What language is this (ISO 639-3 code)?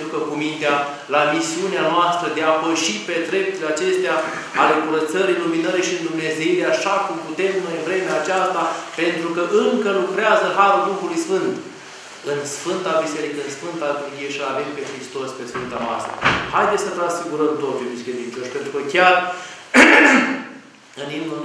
ron